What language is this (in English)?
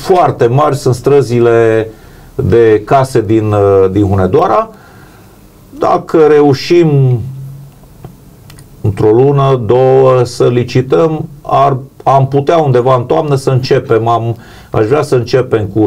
Romanian